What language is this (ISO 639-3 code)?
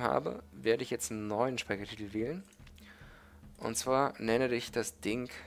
deu